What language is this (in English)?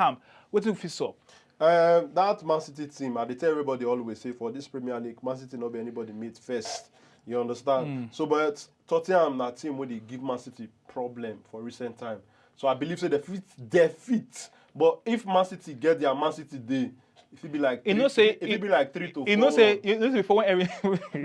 Nigerian Pidgin